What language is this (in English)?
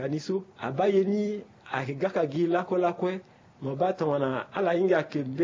Sango